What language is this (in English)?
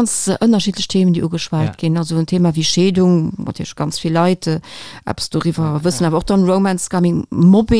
Luxembourgish